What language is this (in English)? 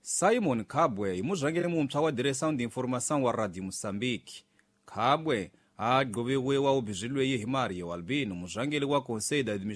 Tsonga